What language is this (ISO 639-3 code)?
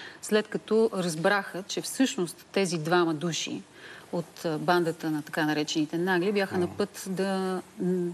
bul